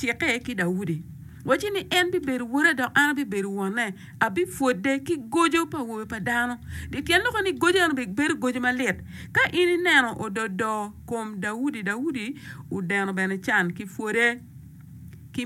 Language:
Acoli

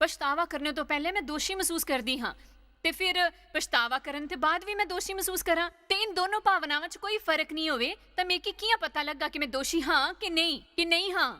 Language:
Dogri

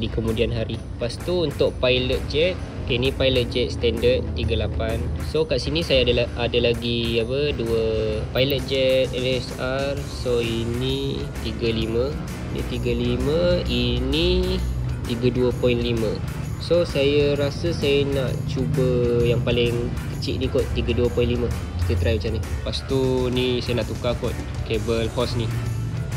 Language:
Malay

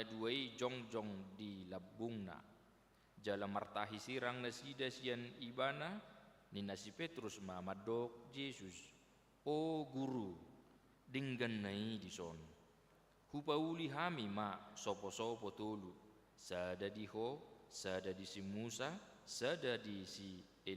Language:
Batak Toba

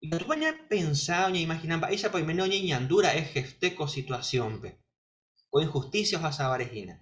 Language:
Guarani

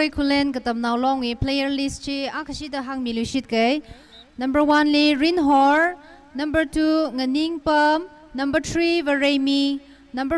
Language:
Tangkhul Naga (India)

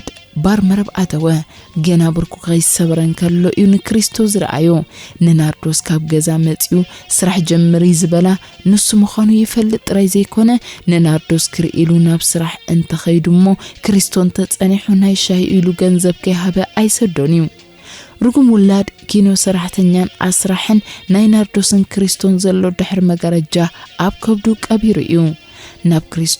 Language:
Tigrinya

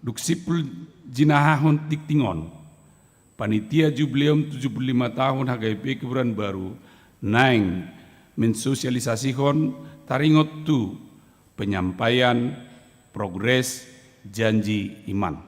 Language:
Batak Toba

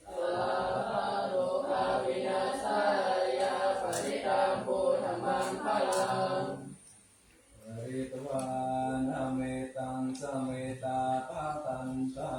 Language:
Pali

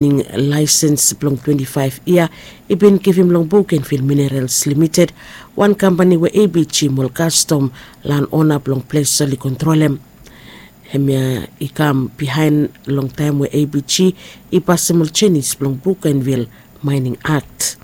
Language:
Bislama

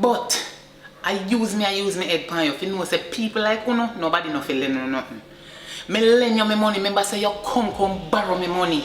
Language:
Jamaican Creole English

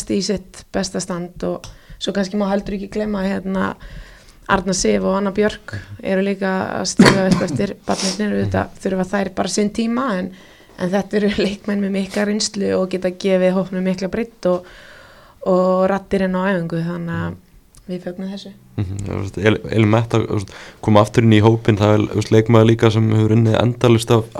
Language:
Icelandic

